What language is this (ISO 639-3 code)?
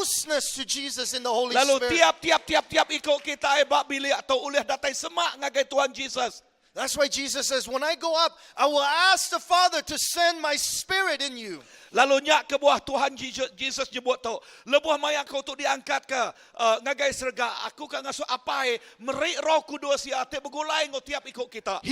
iba